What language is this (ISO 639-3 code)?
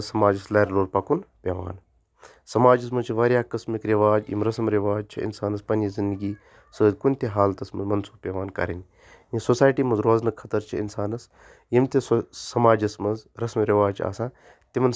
kas